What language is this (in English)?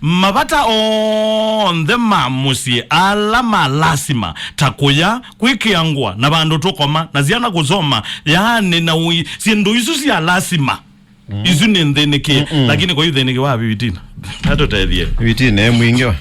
Kamba